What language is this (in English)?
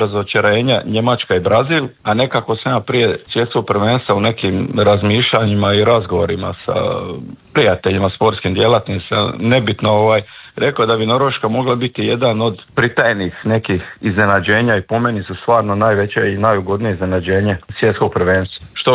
Croatian